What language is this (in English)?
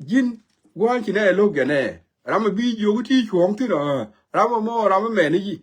Nuer